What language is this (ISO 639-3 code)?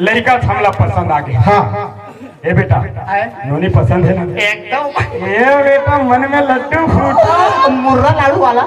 hne